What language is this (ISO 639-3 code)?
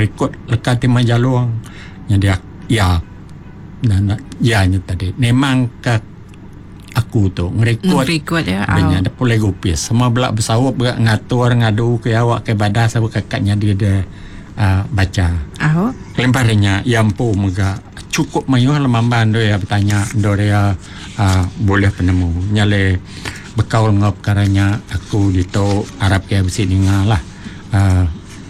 iba